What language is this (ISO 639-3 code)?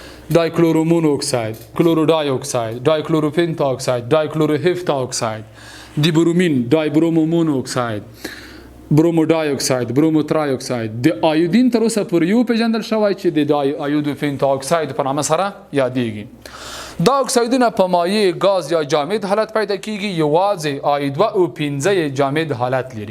pus